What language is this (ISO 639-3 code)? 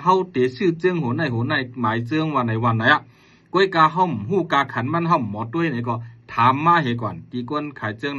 shn